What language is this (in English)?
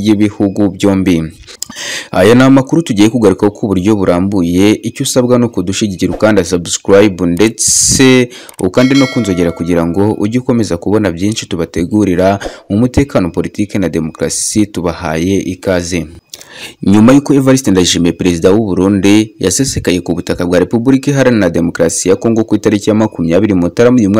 Kinyarwanda